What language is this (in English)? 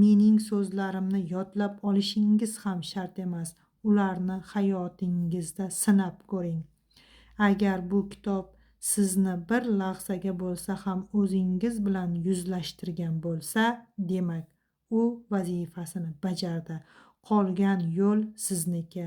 Uzbek